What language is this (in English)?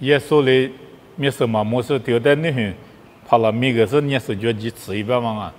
Lisu